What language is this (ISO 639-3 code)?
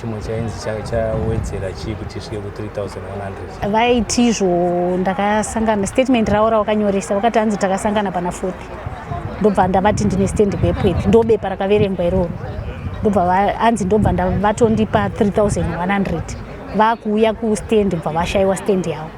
sna